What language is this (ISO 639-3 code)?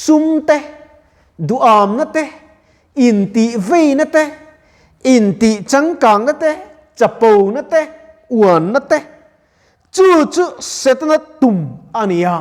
lus